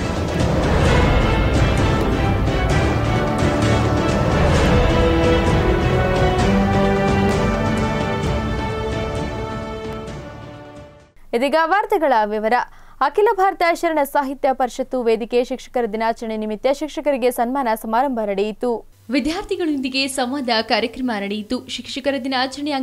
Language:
Kannada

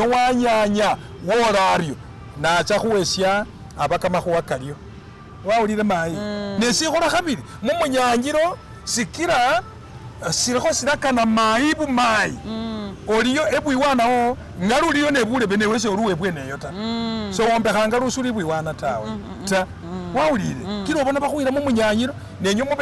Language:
Masaaba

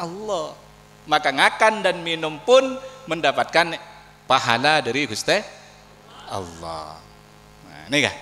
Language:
Madurese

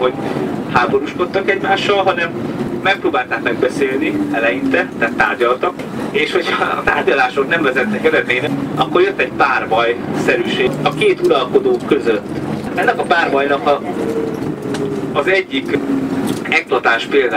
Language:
Hungarian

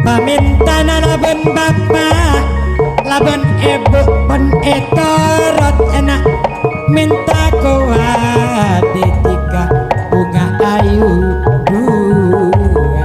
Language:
Madurese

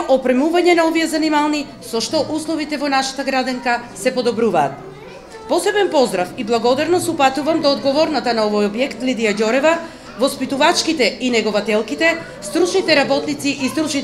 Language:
Macedonian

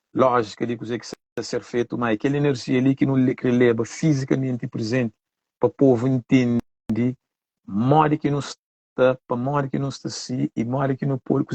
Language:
Kabuverdianu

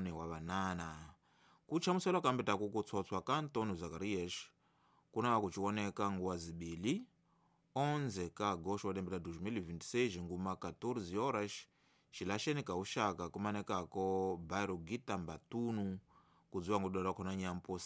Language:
Tsonga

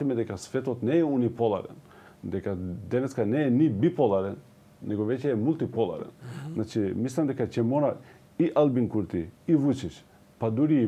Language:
Macedonian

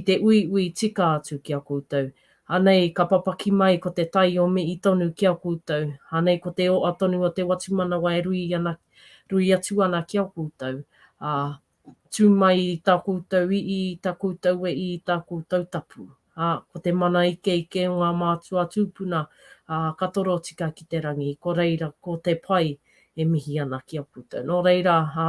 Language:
Māori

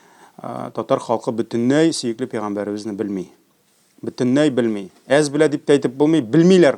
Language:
Tatar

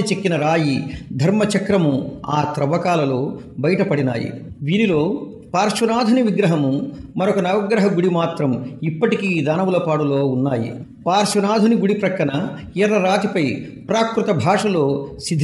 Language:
Telugu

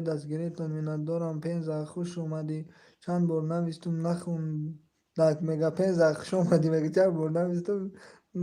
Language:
Tajik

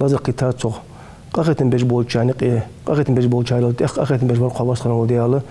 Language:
Ingush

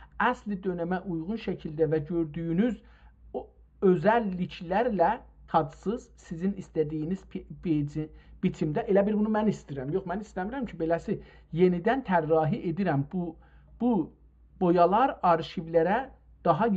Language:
South Azerbaijani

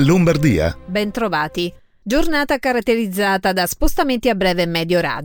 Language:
Italian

